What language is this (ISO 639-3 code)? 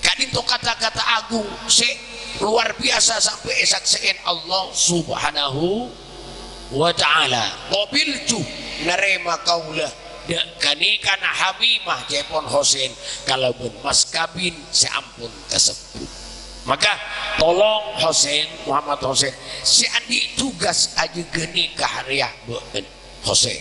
mad